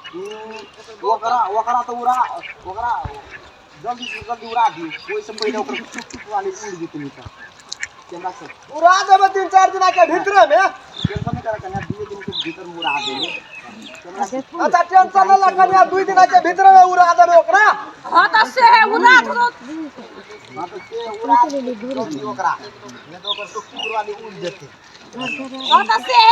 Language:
Maithili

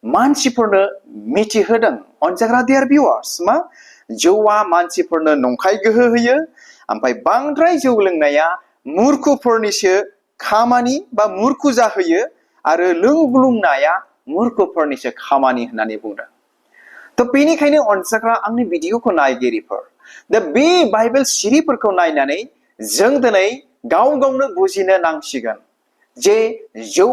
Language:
Bodo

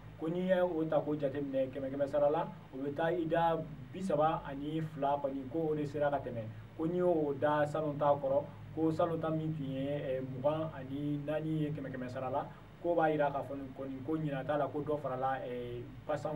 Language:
Bambara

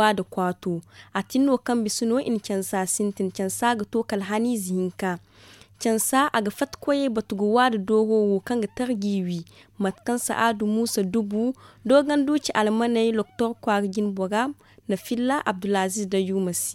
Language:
Zarma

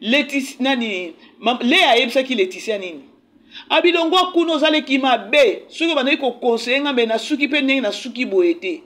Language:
Lingala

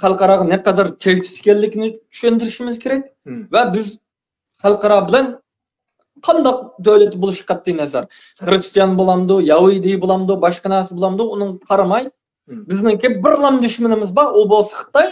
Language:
Uyghur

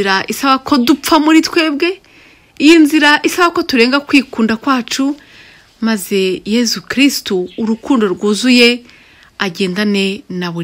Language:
Kinyarwanda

